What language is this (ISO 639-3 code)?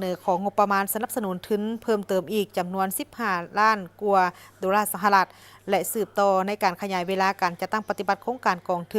lao